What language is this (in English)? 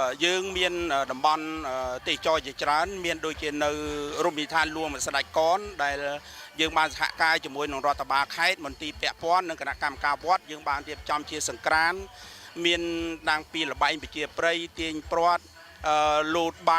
Khmer